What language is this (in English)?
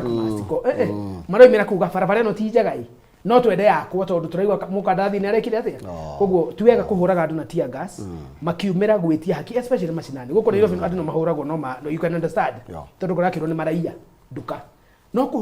Kikuyu